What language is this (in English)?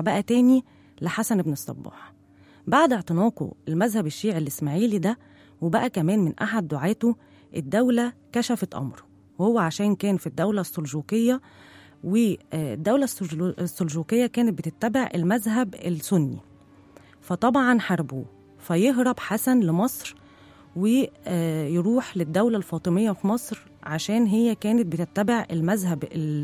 Egyptian Arabic